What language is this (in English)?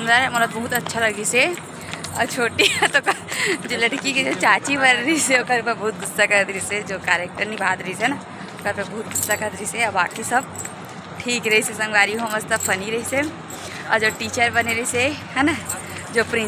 Chhattisgarhi